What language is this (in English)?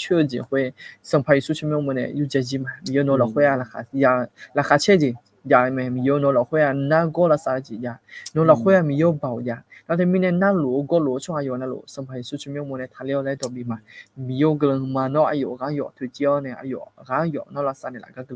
Akha